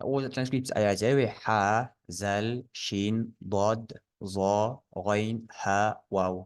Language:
Ingush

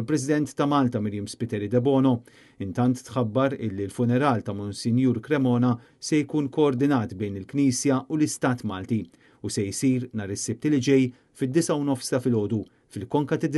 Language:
Maltese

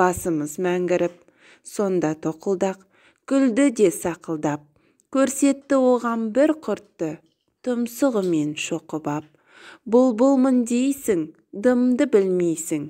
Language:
Kazakh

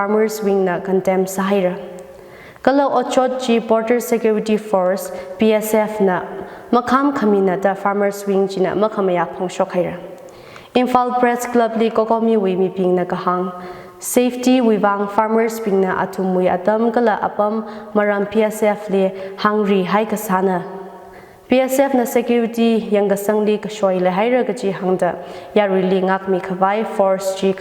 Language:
Tangkhul Naga (India)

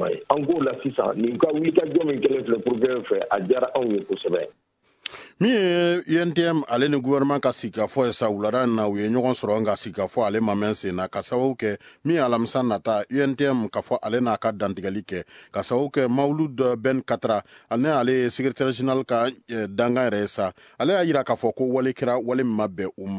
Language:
Bambara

